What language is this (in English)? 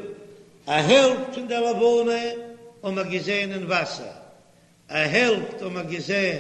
Yiddish